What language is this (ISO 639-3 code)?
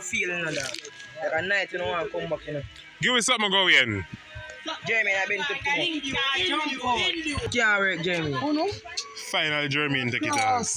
jam